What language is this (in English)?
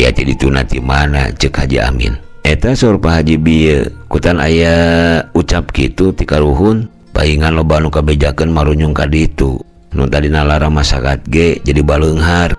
Sundanese